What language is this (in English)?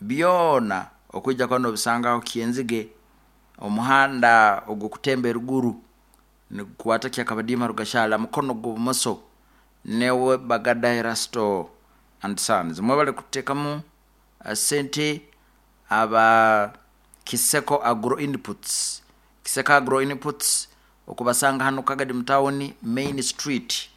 Nyoro